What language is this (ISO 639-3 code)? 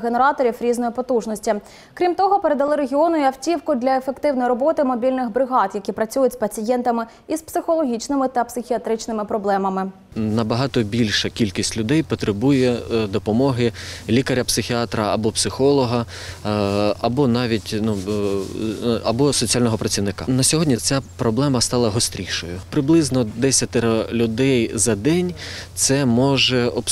ukr